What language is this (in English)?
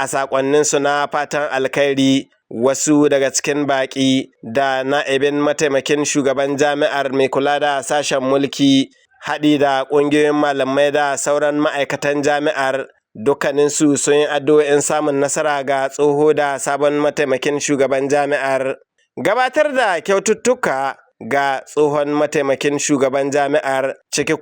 Hausa